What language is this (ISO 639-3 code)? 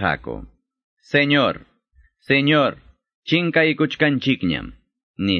que